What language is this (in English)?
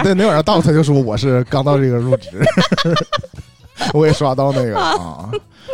Chinese